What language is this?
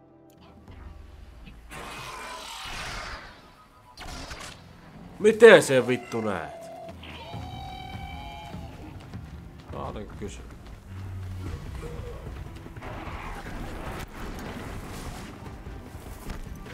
Finnish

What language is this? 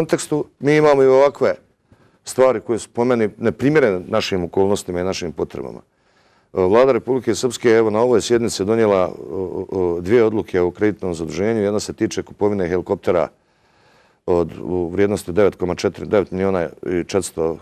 Serbian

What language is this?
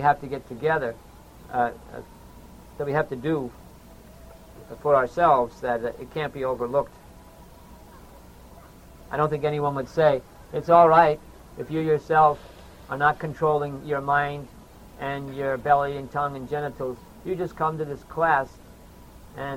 English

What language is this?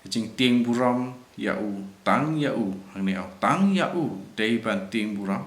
Khasi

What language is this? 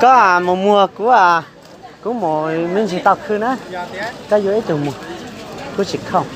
Hmong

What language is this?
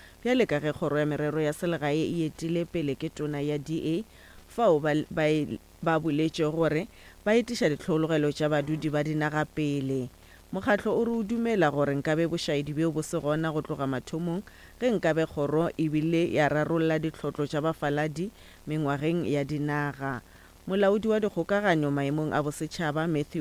Northern Sotho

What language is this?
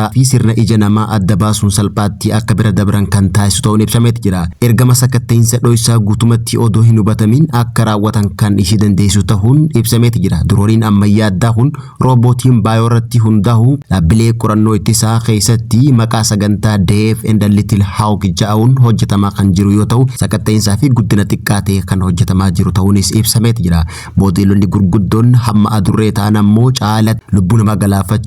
Oromo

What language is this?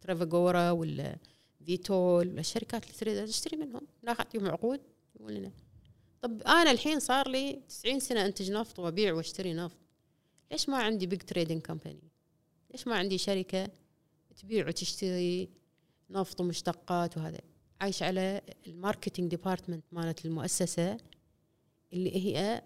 Gulf Arabic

